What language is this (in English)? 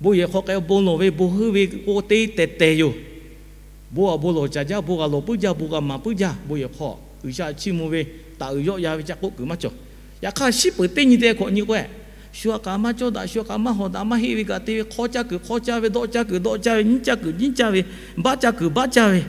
Lahu